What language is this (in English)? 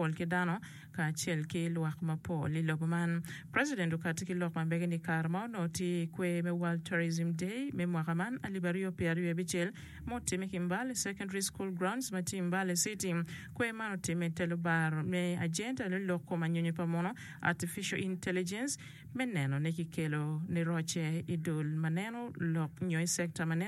Acoli